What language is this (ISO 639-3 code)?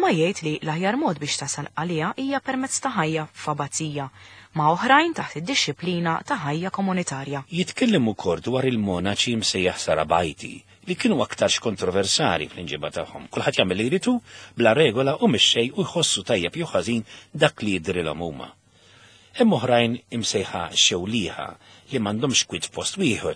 mlt